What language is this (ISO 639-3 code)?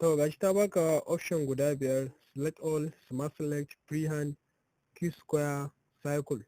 hau